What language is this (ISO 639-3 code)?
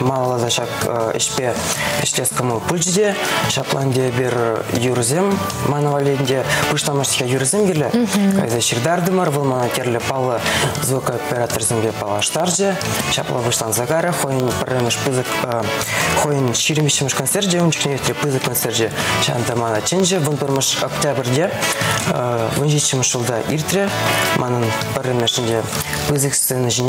chv